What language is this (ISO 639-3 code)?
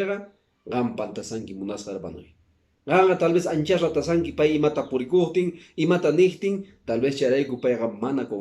que